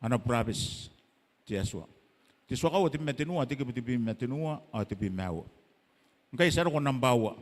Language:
Gilbertese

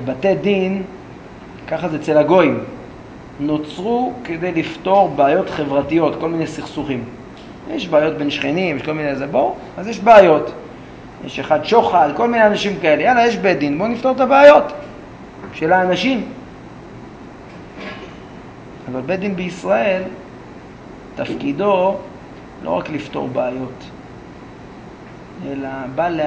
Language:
Hebrew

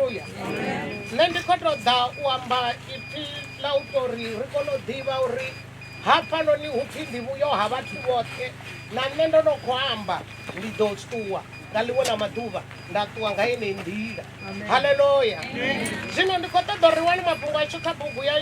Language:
Venda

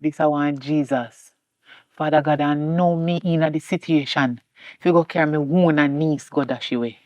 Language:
Jamaican Creole English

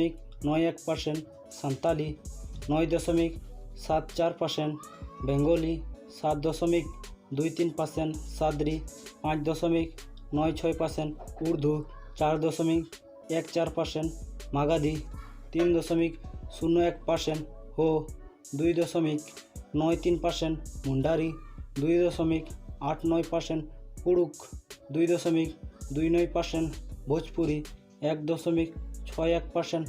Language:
Santali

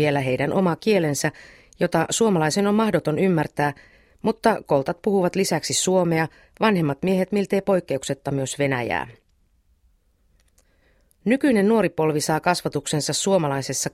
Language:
Finnish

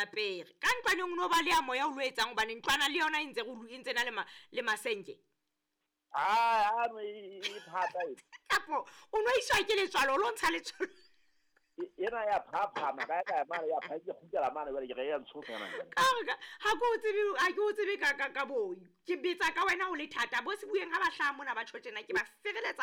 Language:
Southern Sotho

